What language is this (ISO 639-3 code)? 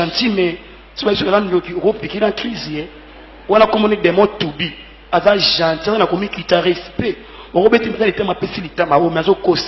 lin